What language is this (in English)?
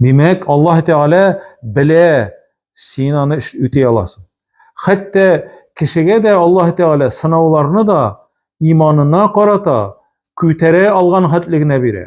Tatar